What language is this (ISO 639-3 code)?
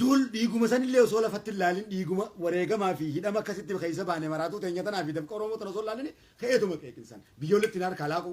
orm